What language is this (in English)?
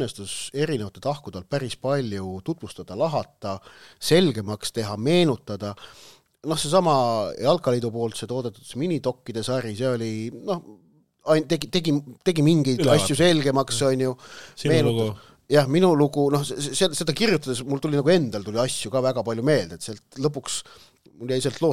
Estonian